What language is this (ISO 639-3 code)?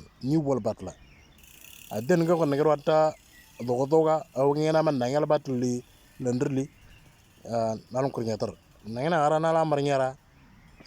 mor